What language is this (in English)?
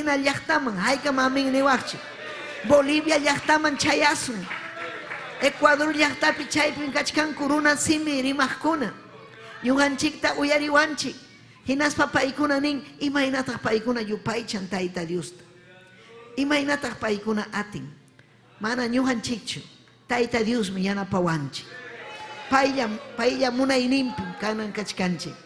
Ayacucho Quechua